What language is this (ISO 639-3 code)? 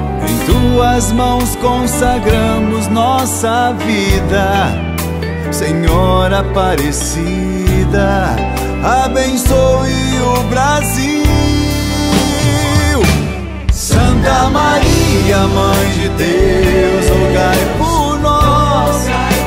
por